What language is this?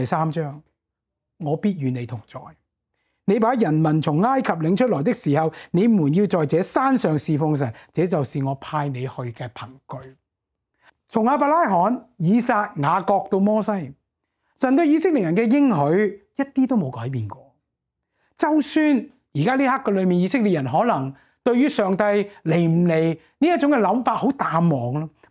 Cantonese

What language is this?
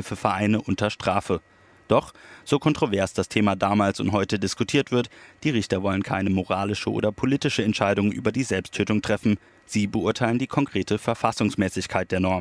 German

